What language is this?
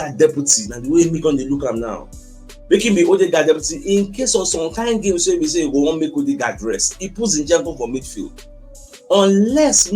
Nigerian Pidgin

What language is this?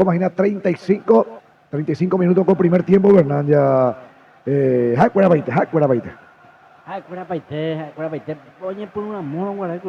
Guarani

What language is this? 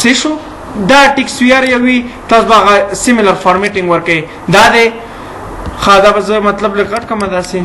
Pashto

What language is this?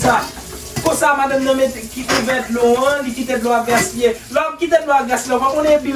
Haitian Creole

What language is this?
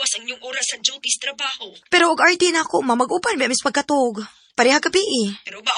Cebuano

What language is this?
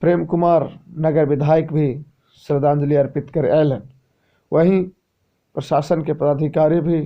Magahi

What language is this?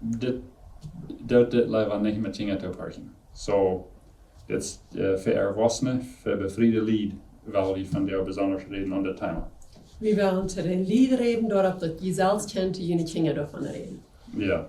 Plautdietsch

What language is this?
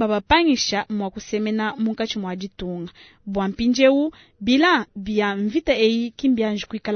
Luba-Lulua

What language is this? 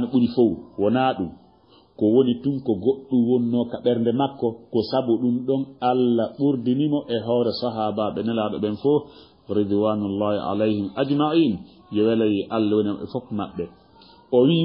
Fula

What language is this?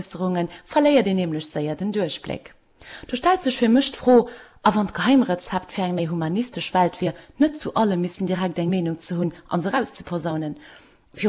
Luxembourgish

